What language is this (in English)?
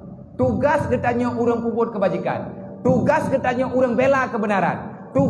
Achinese